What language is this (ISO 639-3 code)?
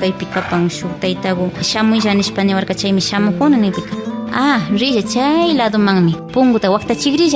qvi